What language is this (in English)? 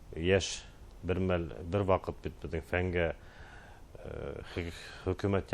Bashkir